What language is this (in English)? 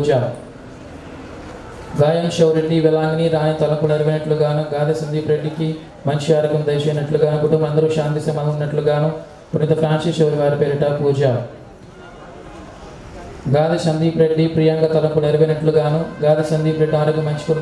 Telugu